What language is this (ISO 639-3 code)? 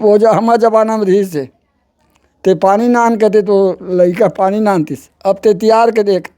hne